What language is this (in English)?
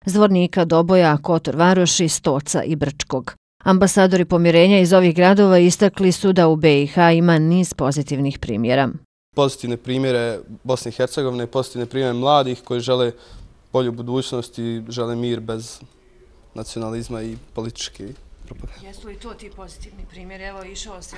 Bosnian